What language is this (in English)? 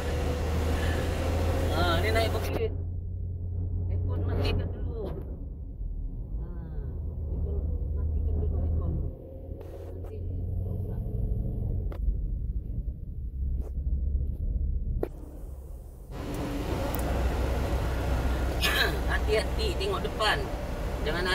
Malay